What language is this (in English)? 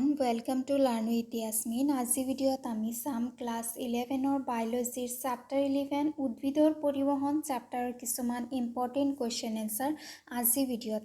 Assamese